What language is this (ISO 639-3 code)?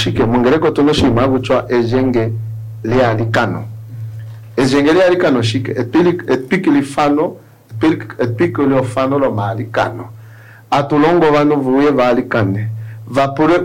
kua